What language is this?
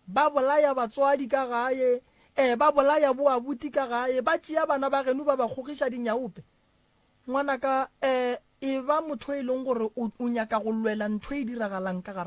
Northern Sotho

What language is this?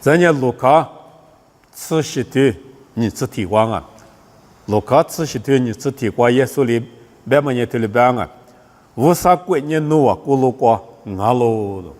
Lisu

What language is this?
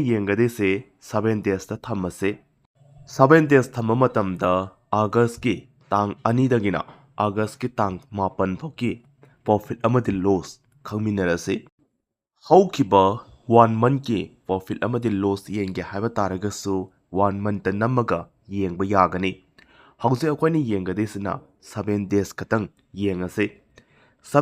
Manipuri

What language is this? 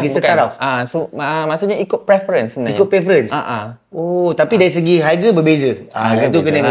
Malay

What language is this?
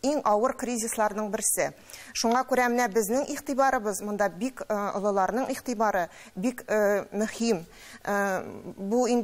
Tatar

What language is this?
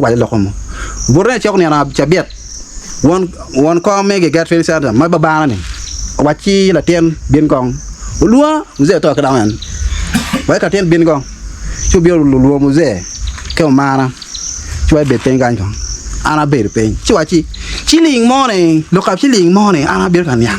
Acoli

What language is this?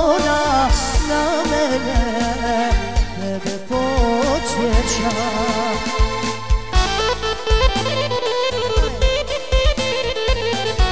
Croatian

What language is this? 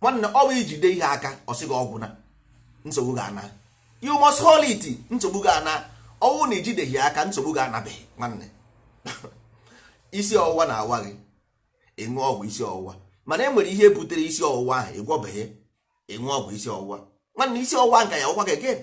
Igbo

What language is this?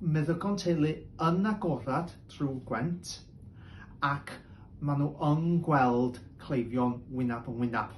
Welsh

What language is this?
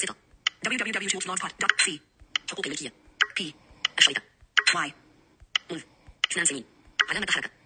Najdi Arabic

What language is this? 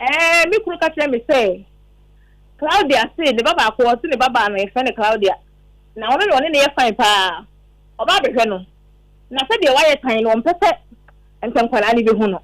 Akan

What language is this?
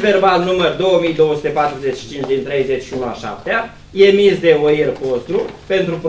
Romanian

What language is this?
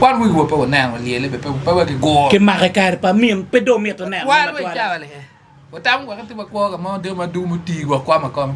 Acoli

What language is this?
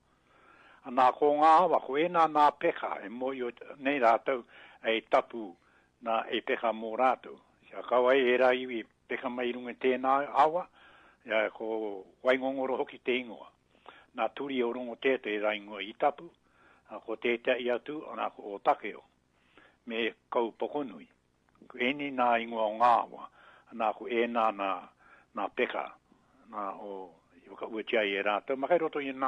Māori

